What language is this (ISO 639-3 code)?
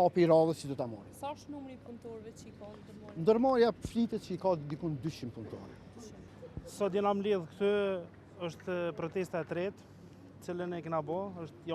sqi